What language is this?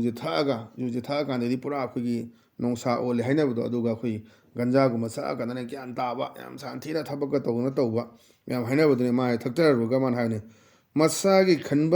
Manipuri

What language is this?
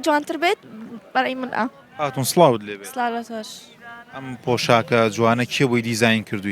Central Kurdish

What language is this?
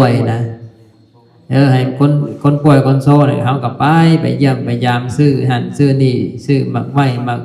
Lao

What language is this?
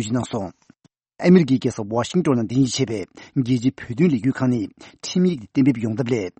Tibetan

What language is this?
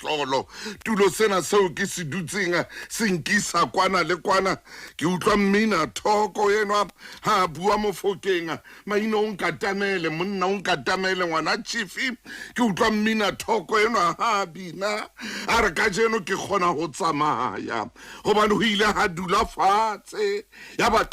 Southern Sotho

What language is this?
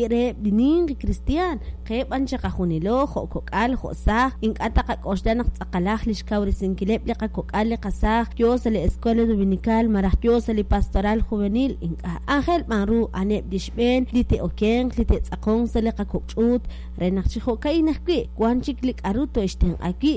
Kekchí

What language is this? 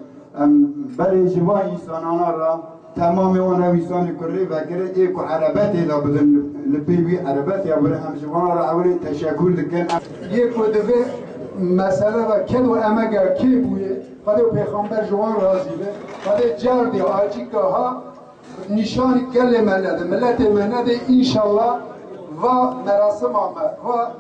Kurdish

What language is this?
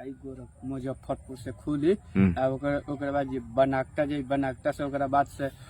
Bhojpuri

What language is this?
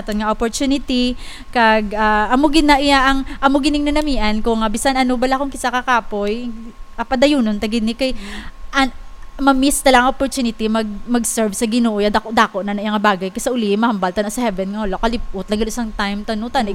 Hiligaynon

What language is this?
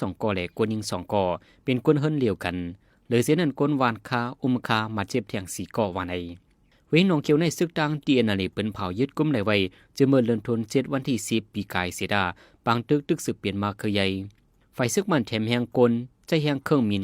Shan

